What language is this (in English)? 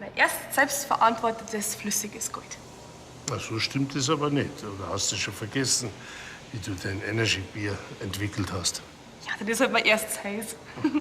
Bavarian